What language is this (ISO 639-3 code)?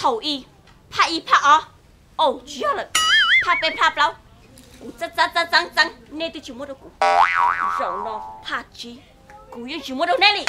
hmn